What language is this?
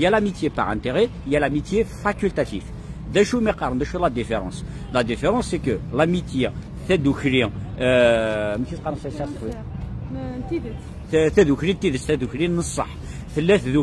Kabyle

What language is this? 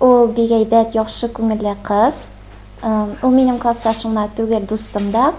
Tatar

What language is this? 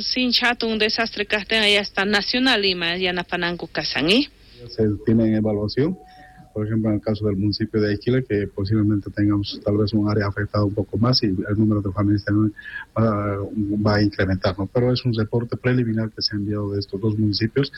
South Bolivian Quechua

